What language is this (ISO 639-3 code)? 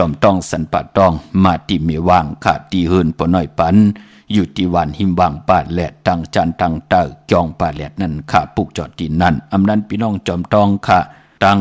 shn